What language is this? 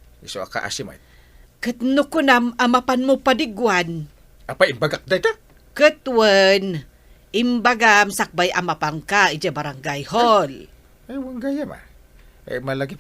Iloko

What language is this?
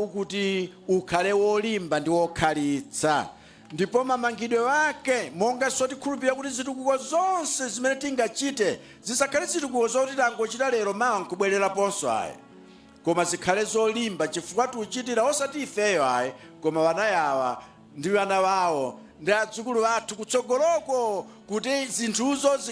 Nyanja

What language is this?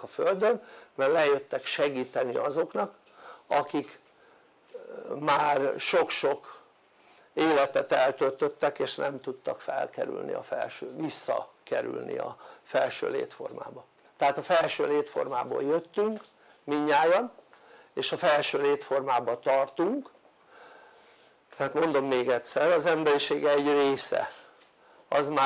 Hungarian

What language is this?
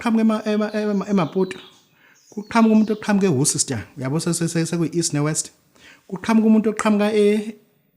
Zulu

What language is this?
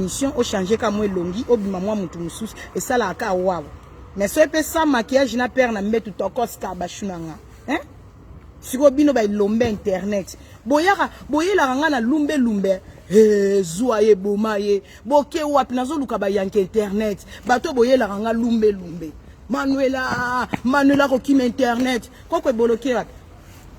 Lingala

